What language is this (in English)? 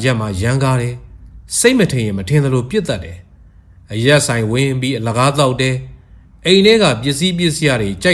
Burmese